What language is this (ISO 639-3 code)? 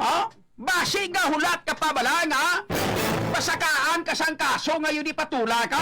hil